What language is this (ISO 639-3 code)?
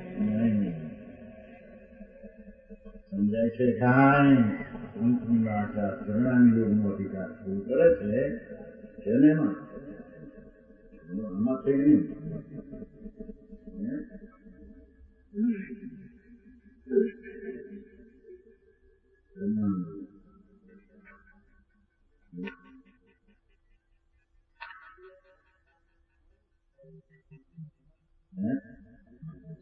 guj